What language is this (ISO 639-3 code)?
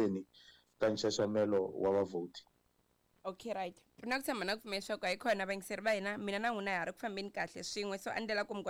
tso